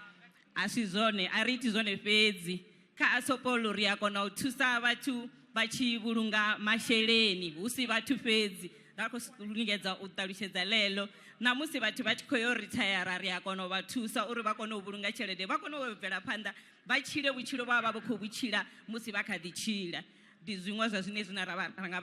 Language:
Venda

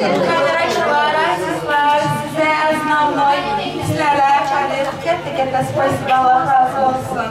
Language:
Turkmen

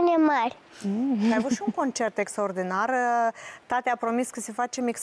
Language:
Romanian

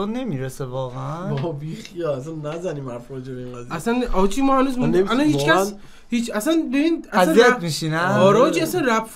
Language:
Persian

